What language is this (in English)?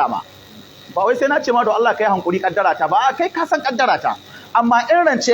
Hausa